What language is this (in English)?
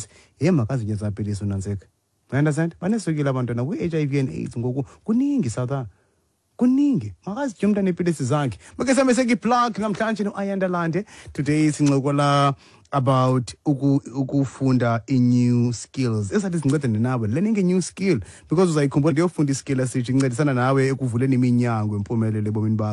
Xhosa